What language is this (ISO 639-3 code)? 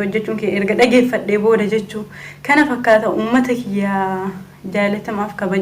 orm